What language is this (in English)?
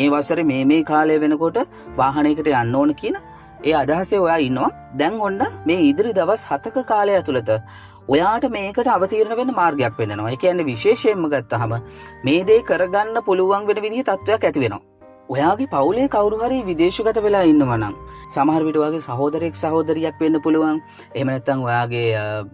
Sinhala